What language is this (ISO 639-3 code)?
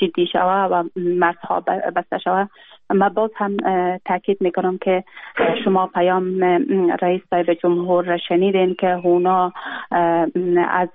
fas